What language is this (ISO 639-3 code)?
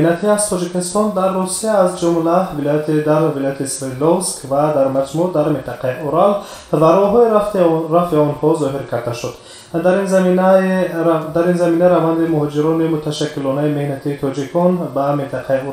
tgk